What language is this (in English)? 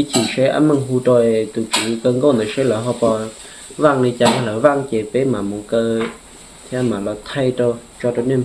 Hmong